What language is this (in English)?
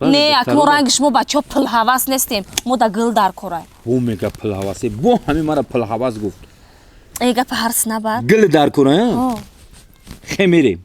Tajik